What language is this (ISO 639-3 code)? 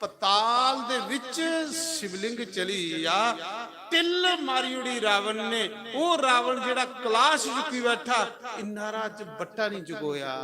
doi